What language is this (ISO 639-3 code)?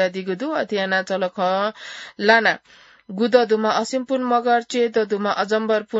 new